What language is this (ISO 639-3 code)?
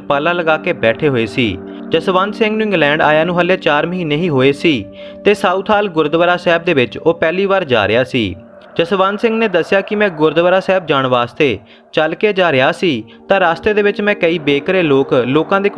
pan